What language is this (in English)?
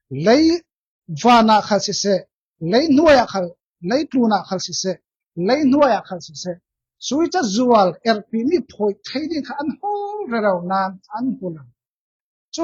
Falam Chin